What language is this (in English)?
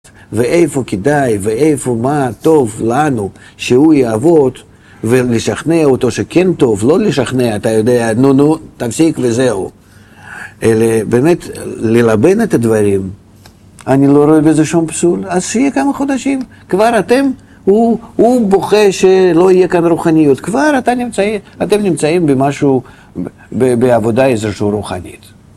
Hebrew